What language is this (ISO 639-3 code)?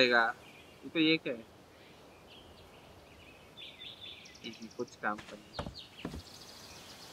hin